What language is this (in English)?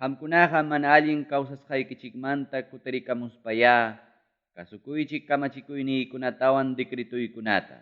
Ayacucho Quechua